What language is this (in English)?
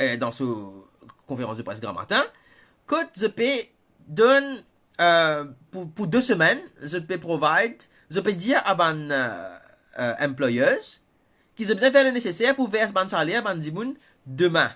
Morisyen